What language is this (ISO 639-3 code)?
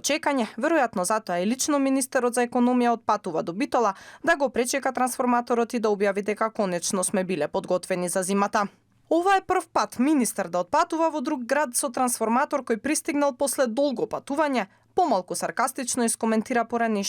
mkd